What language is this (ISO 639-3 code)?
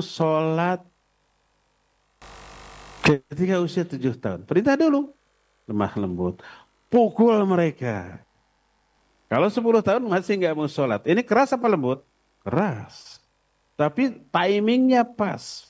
ind